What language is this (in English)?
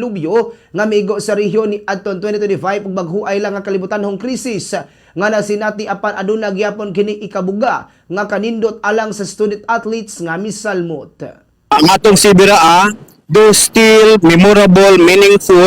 Cebuano